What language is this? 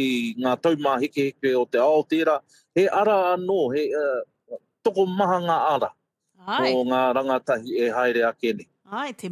Māori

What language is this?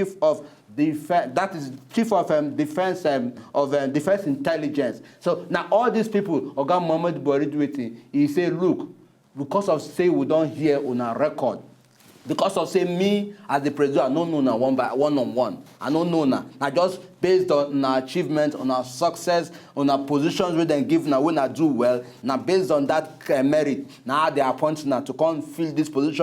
Nigerian Pidgin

